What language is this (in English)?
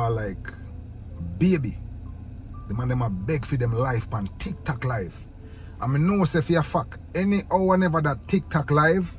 Jamaican Creole English